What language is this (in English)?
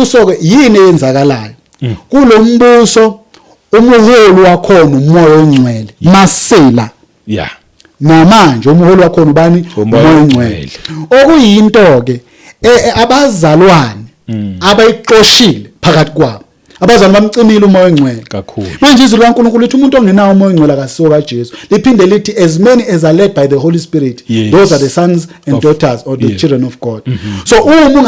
Zulu